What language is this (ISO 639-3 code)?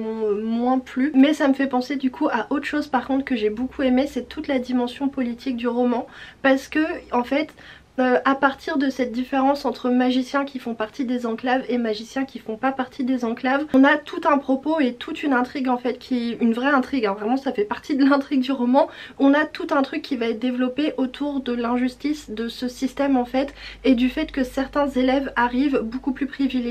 fra